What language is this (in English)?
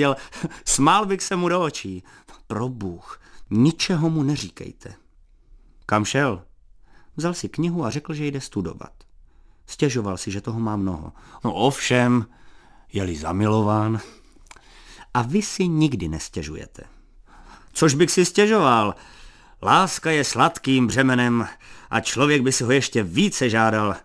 Czech